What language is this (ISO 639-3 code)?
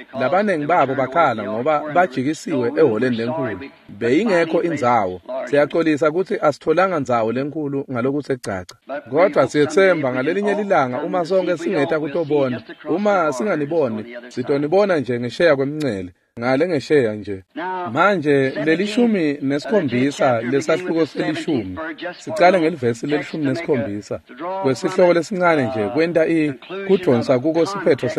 ssw